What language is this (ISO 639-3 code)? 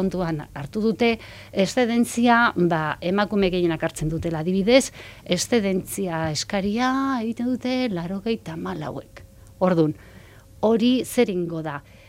eus